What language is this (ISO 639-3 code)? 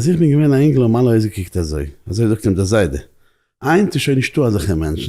yid